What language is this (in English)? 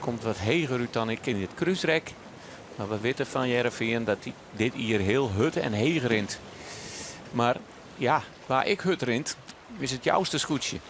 Western Frisian